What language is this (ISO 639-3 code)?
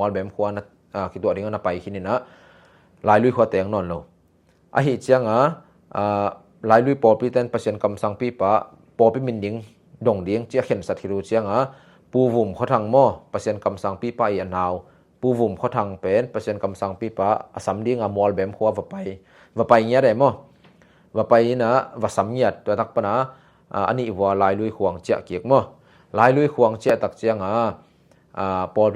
ctd